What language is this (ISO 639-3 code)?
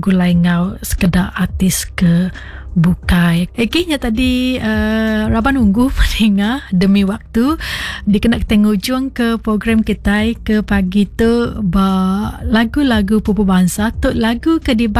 iba